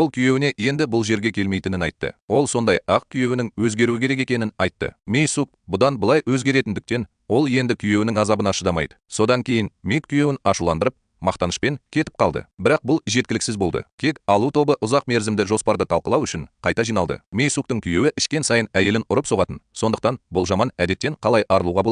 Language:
Kazakh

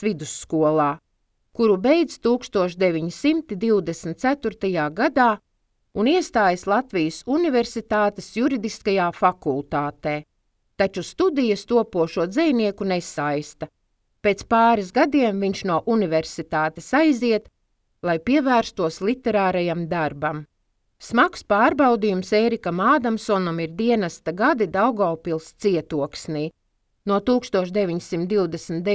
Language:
Latvian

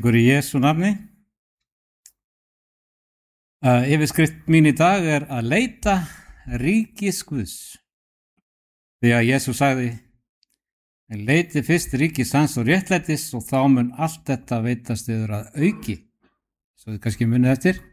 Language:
Icelandic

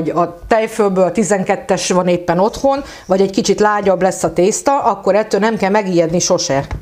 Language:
Hungarian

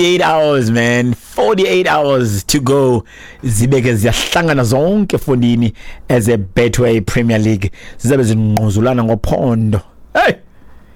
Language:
Xhosa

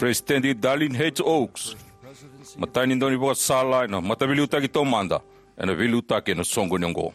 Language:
Fijian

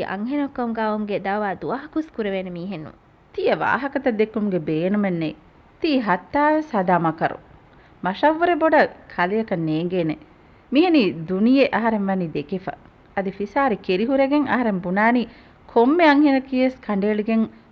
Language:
Divehi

